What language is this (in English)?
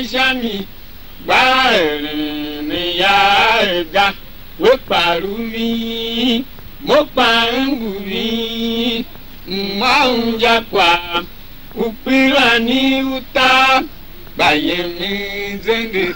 Tiv